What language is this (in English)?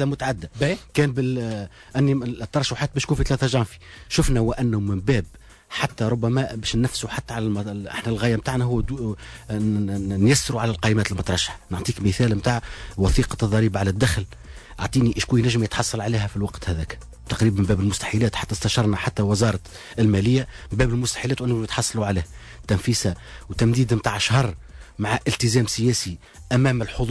Tunisian Arabic